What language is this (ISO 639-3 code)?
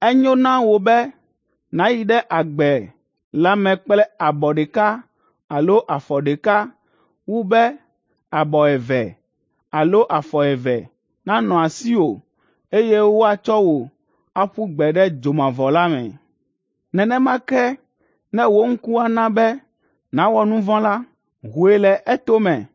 ewe